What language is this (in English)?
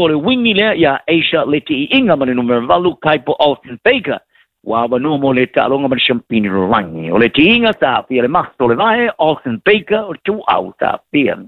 Samoan